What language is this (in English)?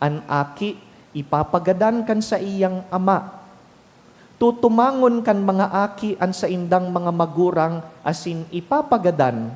Bikol